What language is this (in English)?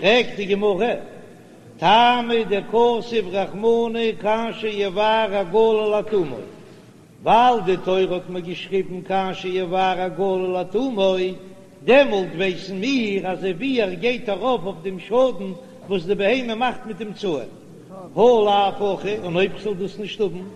Yiddish